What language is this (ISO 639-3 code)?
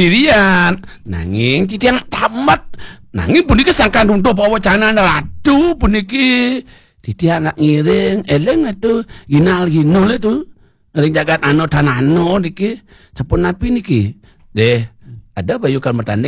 ban